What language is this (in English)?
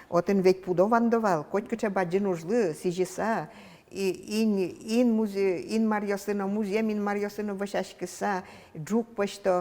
Udmurt